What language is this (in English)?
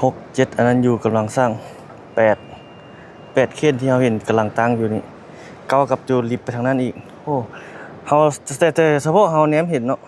Lao